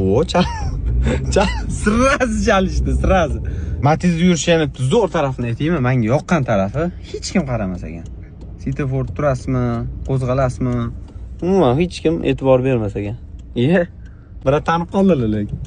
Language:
Uzbek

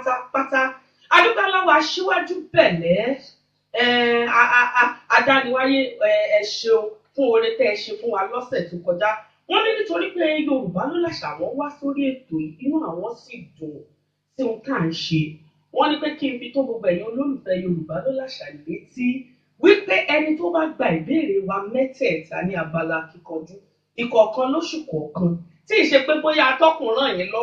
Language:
Yoruba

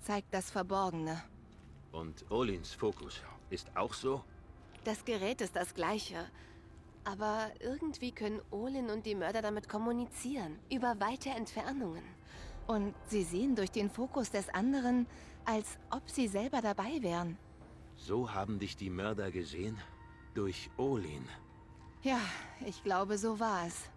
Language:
Swiss German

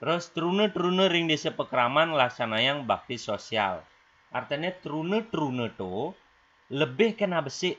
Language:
Balinese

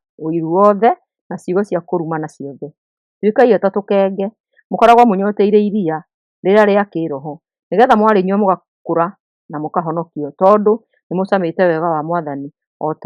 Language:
Kikuyu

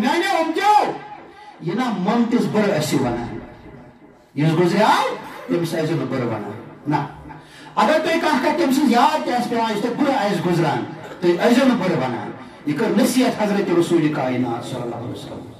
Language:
Kashmiri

